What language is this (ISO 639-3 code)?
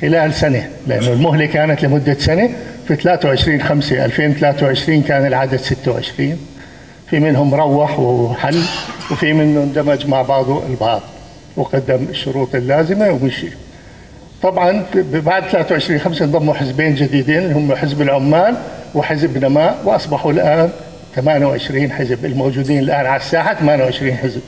apc